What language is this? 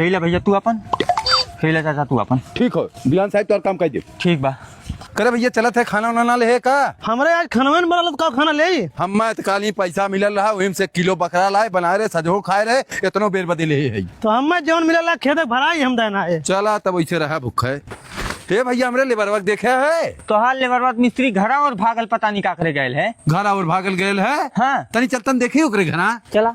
Awadhi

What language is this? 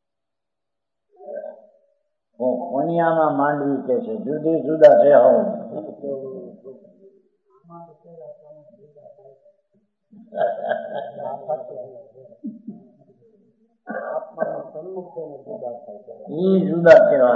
Gujarati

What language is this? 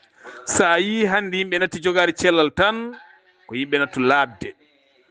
Fula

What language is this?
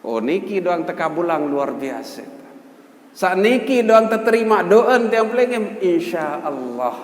Sasak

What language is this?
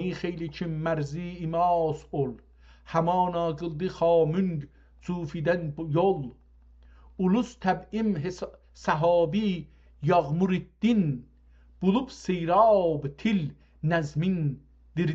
South Azerbaijani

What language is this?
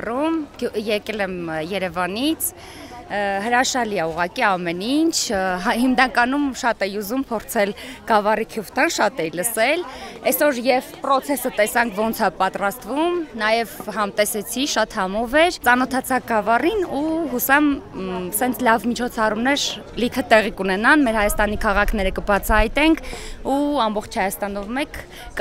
Armenian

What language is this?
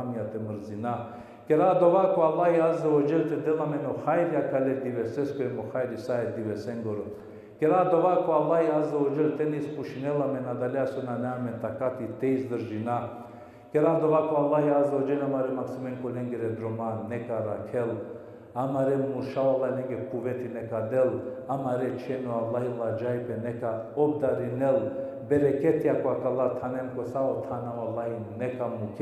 Balkan Romani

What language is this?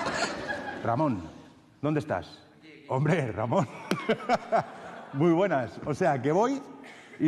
Spanish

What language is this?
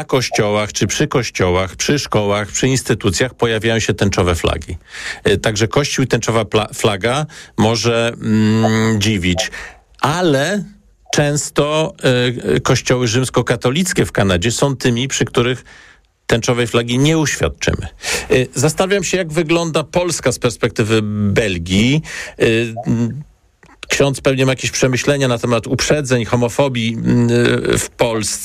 Polish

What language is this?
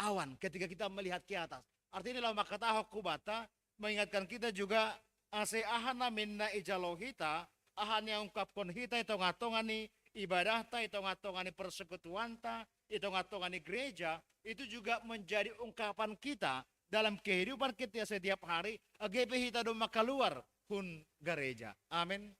Batak Simalungun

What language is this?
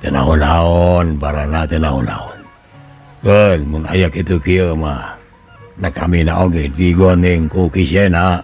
Sundanese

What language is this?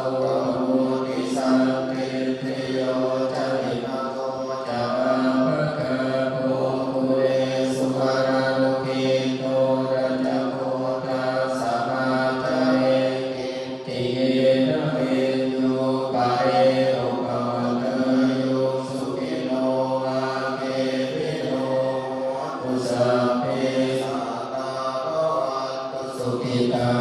Pali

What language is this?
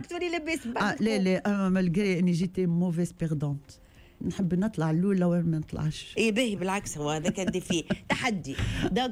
Tunisian Arabic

